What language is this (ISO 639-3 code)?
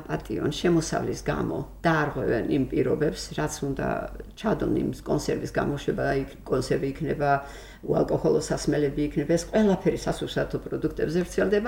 kat